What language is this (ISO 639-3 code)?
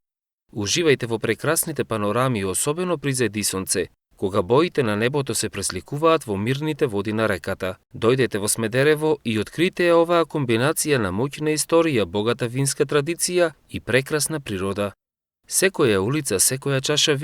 mkd